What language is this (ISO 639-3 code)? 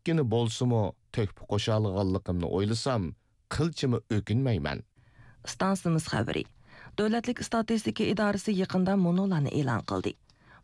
uig